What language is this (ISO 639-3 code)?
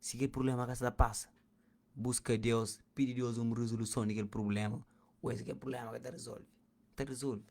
kea